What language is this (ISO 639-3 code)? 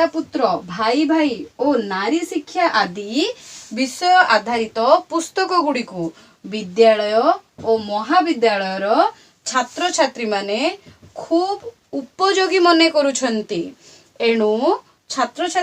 ori